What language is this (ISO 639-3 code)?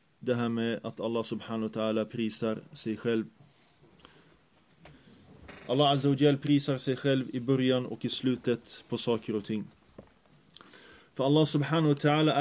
swe